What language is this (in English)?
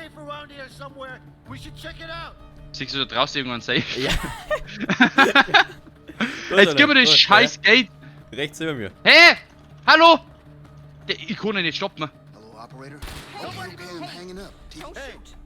Bavarian